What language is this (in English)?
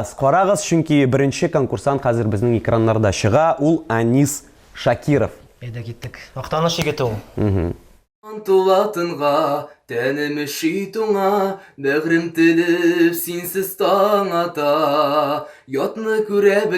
Tatar